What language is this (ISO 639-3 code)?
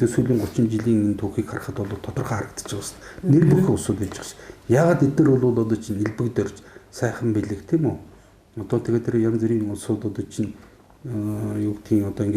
mon